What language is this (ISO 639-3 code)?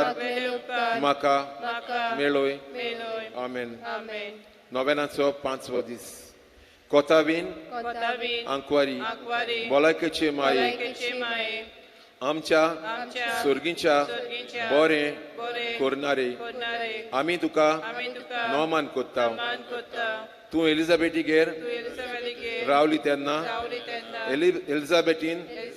kok